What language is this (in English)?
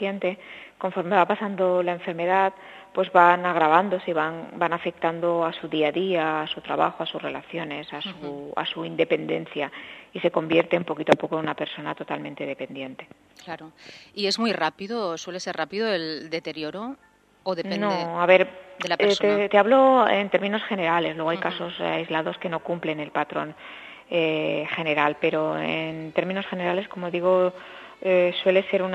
Spanish